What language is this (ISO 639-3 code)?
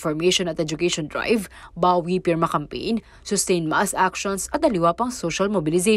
pam